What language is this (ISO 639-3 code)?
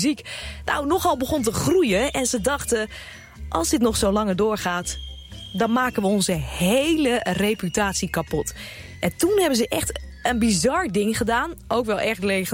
nld